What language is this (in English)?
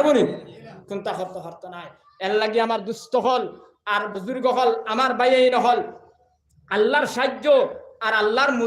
Sylheti